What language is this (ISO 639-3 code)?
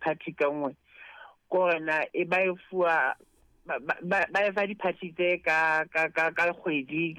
sot